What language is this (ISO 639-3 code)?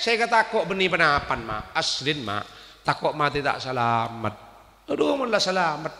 mad